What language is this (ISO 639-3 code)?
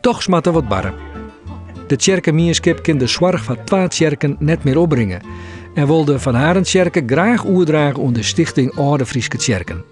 fry